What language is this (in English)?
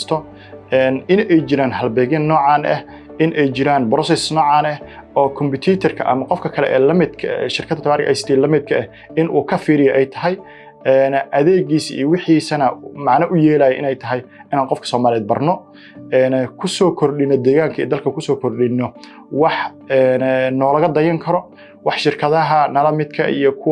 Somali